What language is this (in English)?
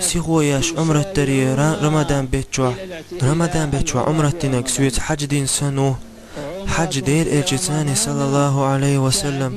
Chechen